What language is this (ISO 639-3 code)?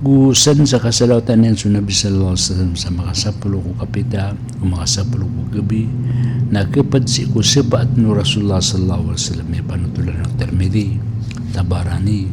mrw